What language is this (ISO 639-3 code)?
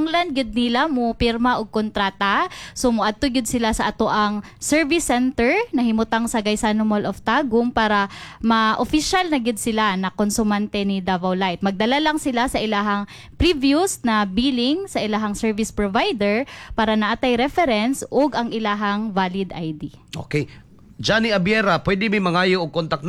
ceb